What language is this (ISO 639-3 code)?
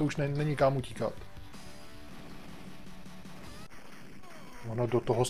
ces